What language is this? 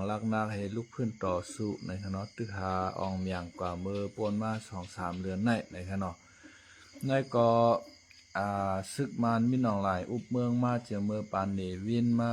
Shan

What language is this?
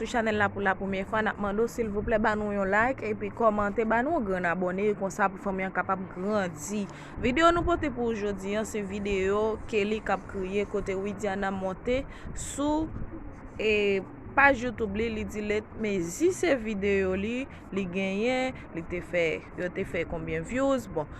Haitian Creole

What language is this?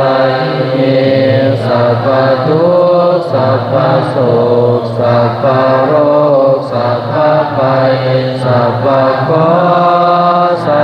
Pali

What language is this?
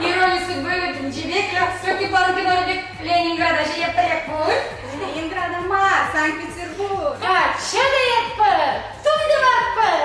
Chuvash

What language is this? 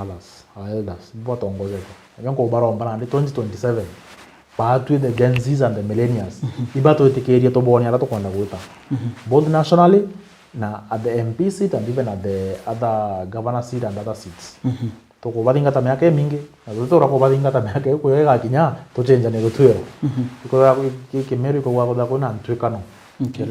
Meru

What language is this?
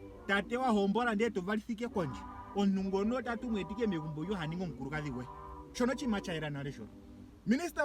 Ndonga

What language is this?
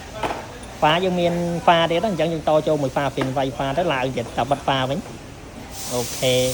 Khmer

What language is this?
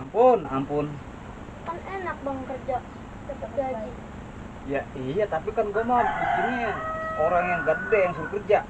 Betawi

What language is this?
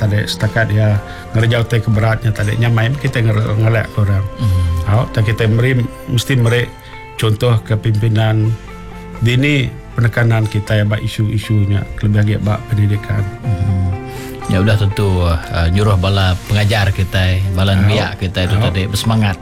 Iban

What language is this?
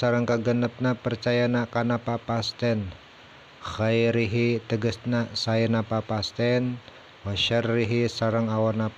Sundanese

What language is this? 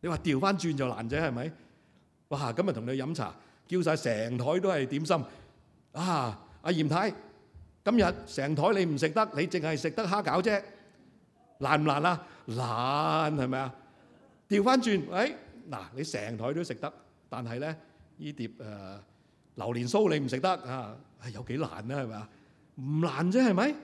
Cantonese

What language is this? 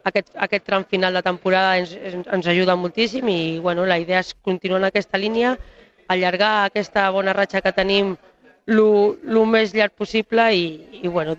Catalan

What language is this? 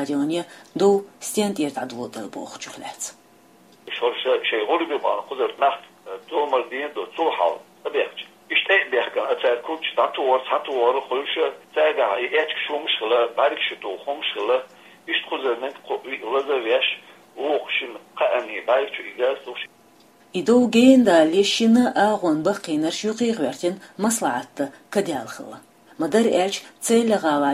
Chechen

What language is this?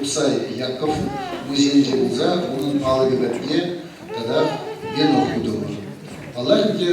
Chuvash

